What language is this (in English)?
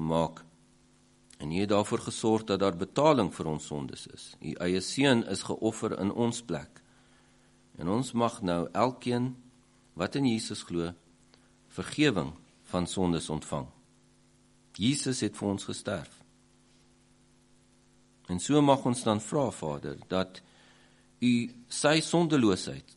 Afrikaans